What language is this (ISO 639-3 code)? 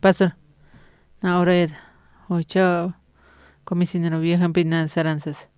aym